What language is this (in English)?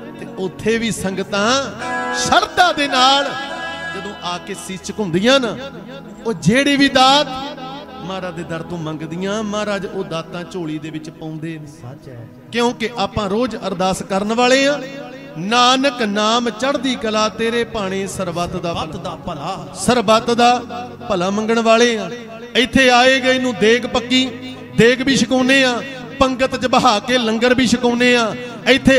Punjabi